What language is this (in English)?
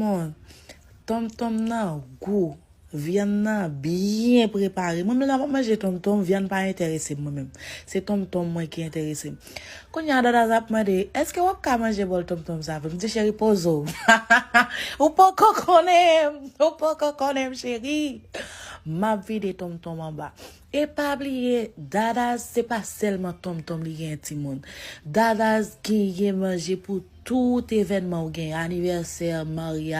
Haitian Creole